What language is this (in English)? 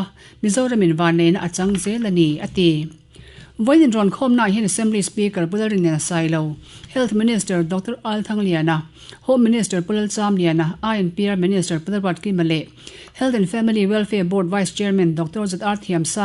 Mizo